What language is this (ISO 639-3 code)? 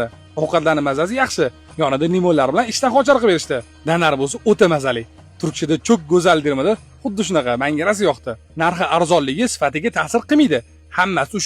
uzb